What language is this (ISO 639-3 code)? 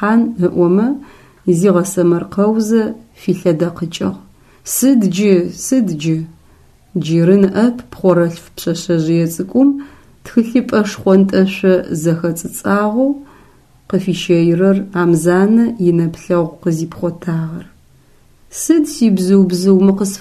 ady